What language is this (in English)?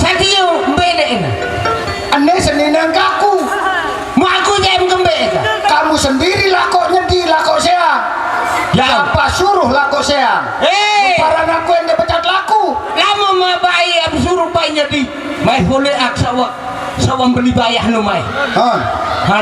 Sasak